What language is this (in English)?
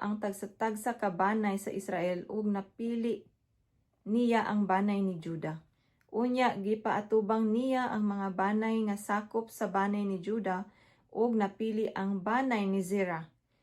Cebuano